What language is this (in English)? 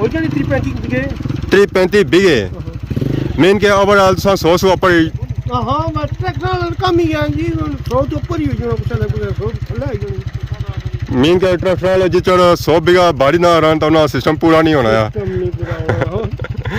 Pahari-Potwari